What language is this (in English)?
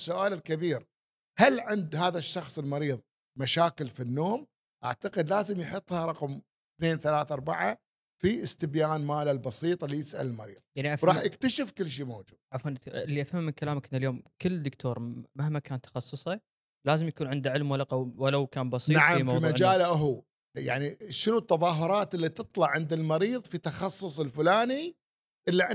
Gulf Arabic